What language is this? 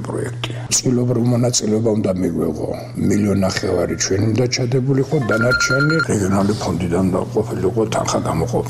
Georgian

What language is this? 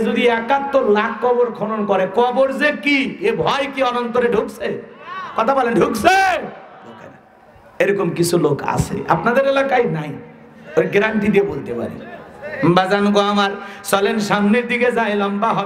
Bangla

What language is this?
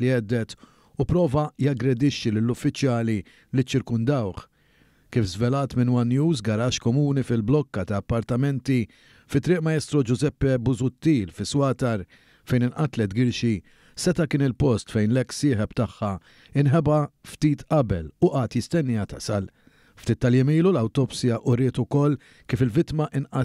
Maltese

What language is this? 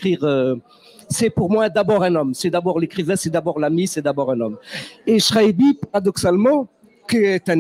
French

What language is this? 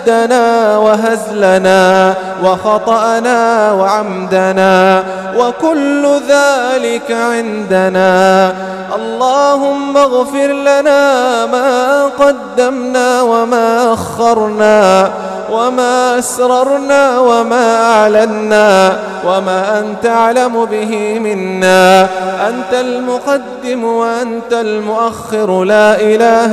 Arabic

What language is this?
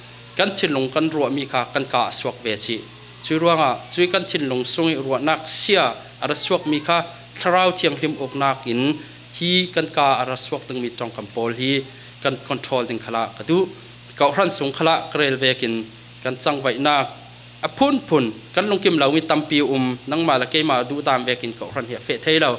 Falam Chin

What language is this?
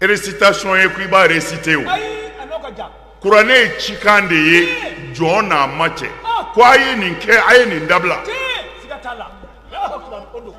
Bambara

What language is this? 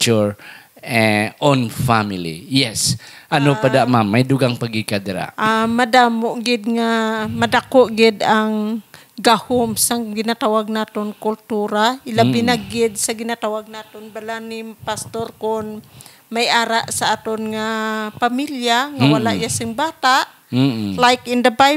Hiligaynon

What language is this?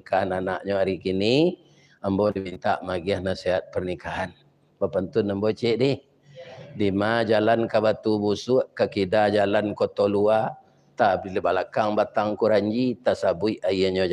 Minangkabau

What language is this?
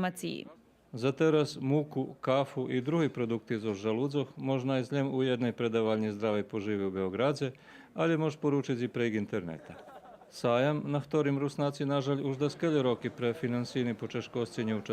Rusyn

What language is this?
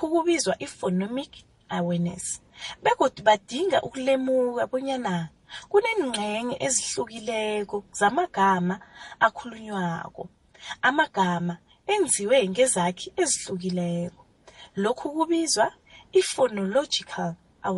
South Ndebele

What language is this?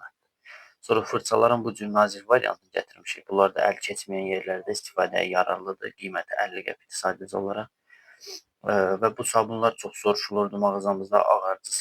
Azerbaijani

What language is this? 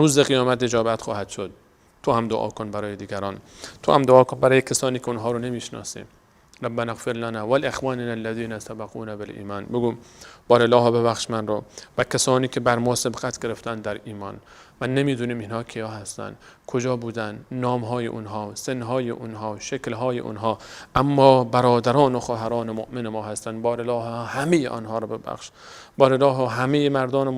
Persian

